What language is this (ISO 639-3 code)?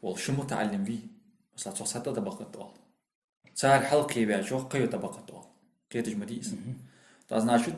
inh